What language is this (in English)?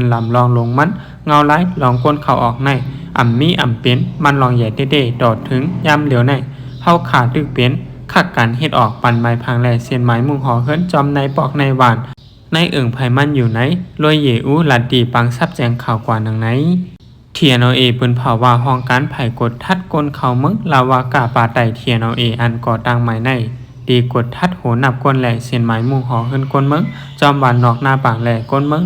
Shan